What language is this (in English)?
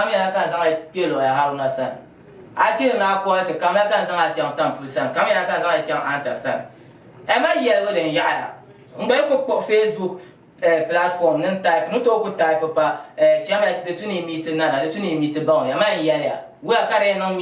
Dagbani